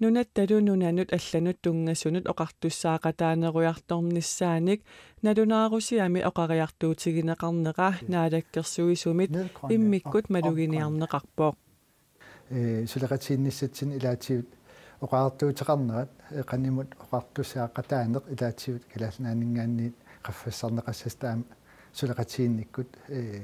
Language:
Kalaallisut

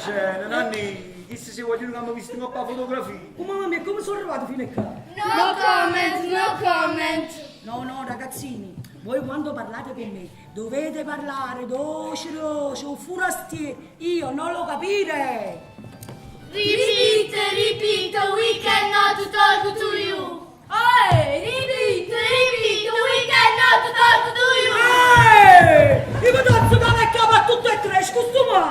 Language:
Neapolitan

